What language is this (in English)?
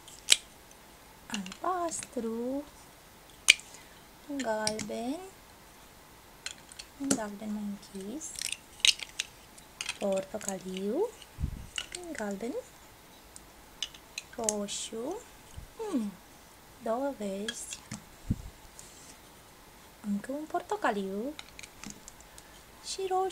Romanian